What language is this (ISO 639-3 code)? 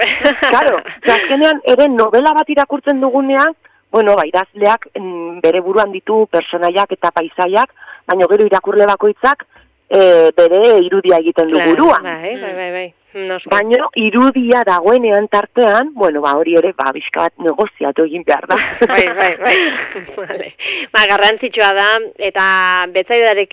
eus